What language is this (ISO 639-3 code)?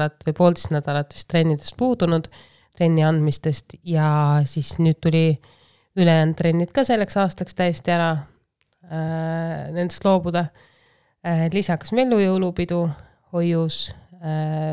est